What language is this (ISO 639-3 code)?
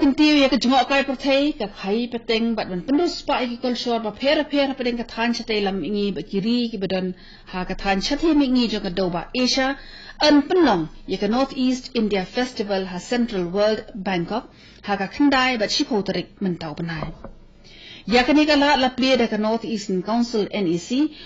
kha